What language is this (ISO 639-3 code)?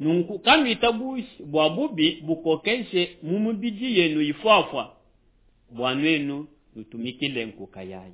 lua